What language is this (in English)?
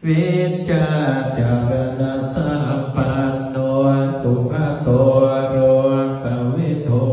Pali